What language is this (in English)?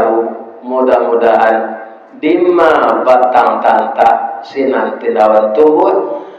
Minangkabau